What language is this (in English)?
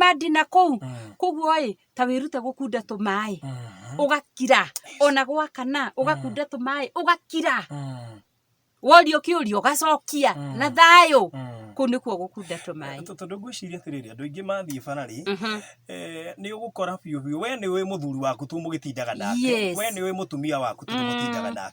Kikuyu